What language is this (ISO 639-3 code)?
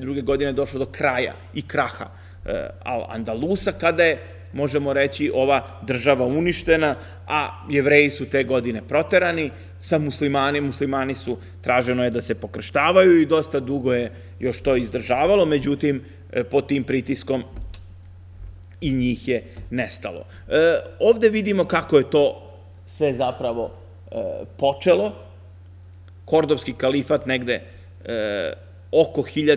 srp